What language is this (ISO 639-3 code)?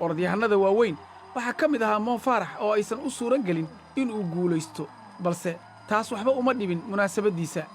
som